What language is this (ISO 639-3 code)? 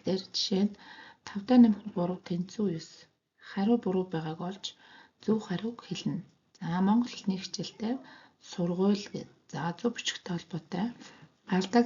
mon